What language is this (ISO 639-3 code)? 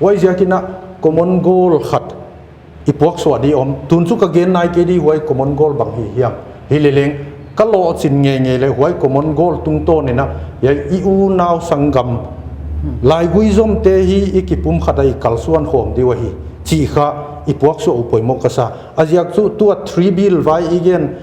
pck